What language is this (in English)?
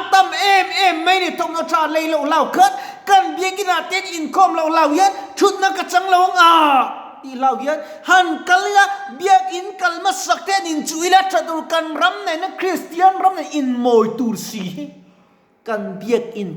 Mizo